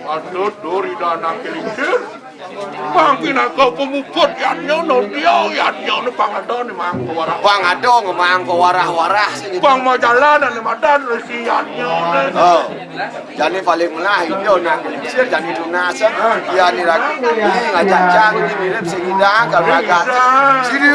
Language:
Balinese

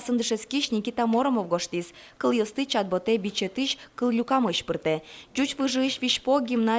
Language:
Udmurt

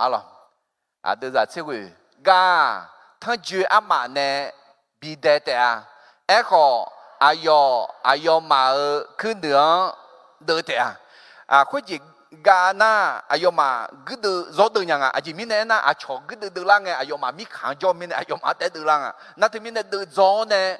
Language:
Akha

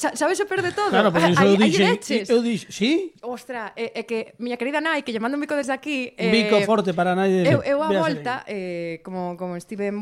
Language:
Galician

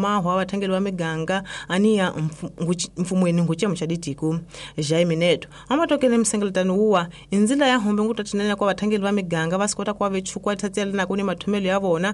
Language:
Tsonga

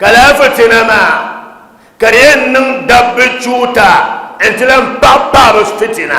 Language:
Dagbani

